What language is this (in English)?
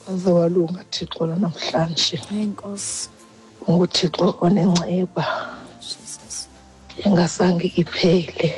Xhosa